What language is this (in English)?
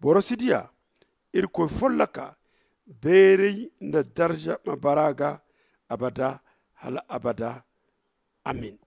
Zarma